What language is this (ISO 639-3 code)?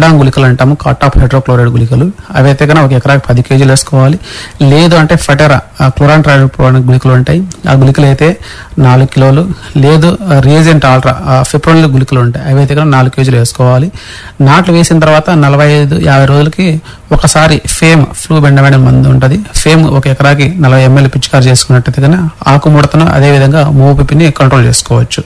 tel